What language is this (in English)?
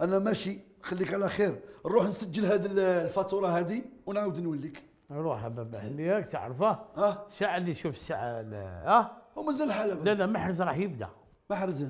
Algerian Arabic